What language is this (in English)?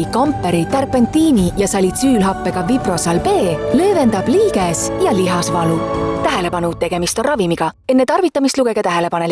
Estonian